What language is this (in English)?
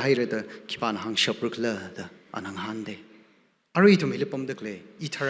Tangkhul Naga (India)